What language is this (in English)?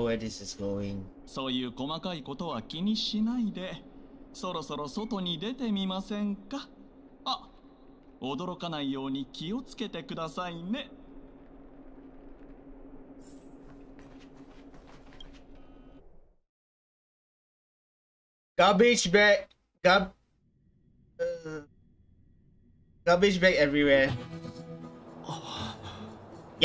Japanese